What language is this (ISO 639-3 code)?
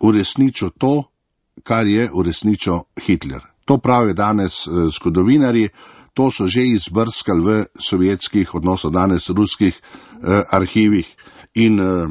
slv